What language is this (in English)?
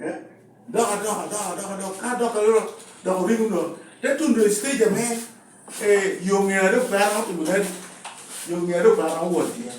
Lango (Uganda)